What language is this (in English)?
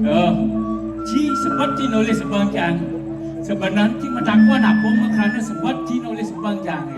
Balinese